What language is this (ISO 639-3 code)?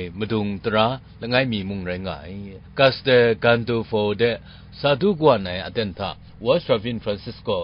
kac